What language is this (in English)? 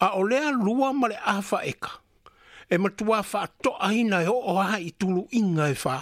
Samoan